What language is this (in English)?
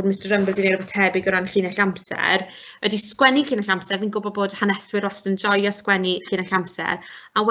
Welsh